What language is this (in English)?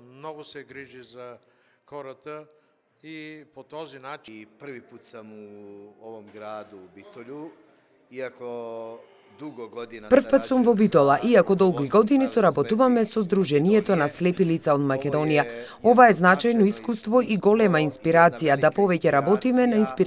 Macedonian